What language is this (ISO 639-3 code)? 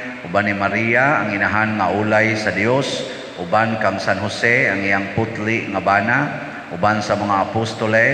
ceb